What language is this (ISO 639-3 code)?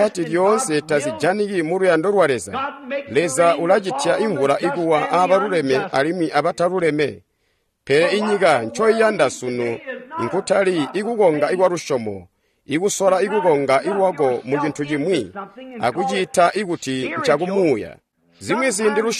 toi